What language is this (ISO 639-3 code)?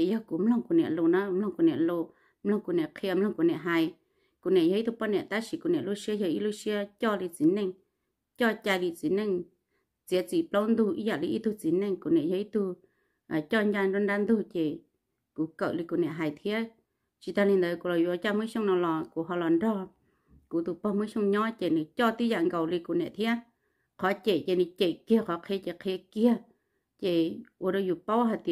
hmn